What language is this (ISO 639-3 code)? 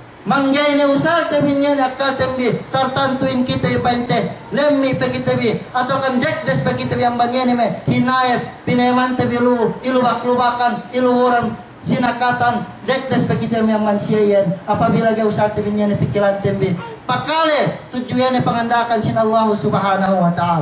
yka